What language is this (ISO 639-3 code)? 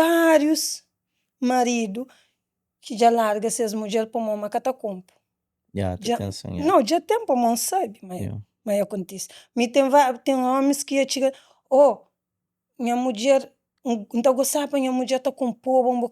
kea